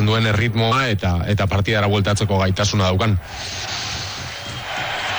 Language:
Basque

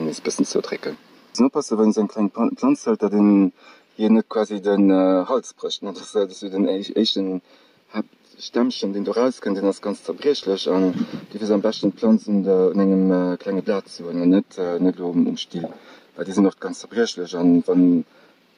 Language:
Luxembourgish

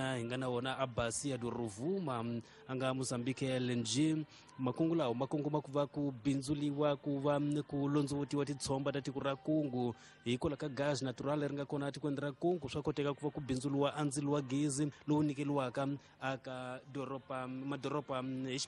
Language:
Tsonga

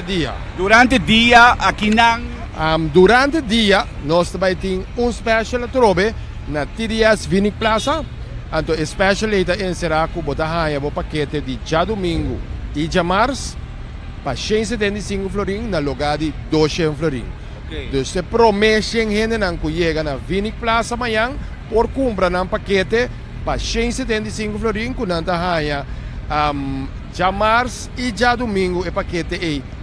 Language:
Papiamento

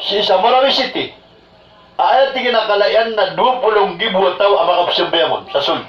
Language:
Maranao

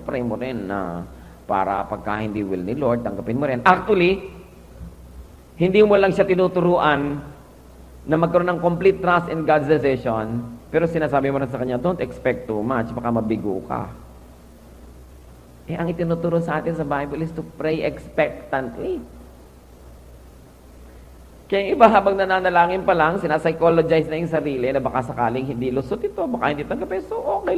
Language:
Filipino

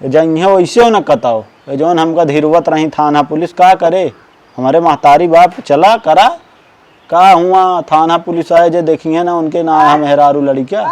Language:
Awadhi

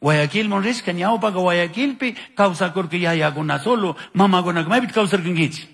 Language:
Chimborazo Highland Quichua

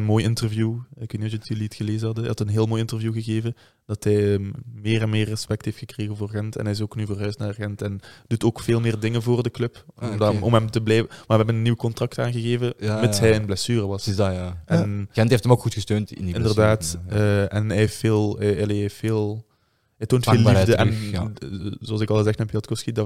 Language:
Dutch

